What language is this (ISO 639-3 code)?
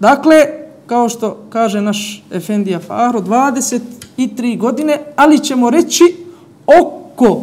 bos